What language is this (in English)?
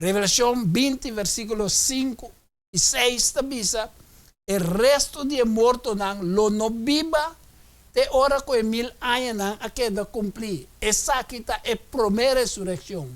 Papiamento